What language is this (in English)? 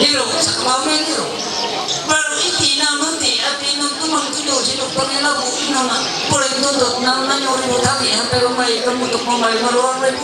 Ma'anyan